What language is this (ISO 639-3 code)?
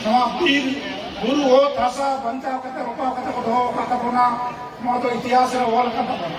sat